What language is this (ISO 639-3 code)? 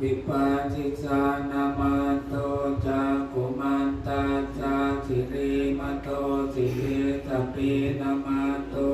pli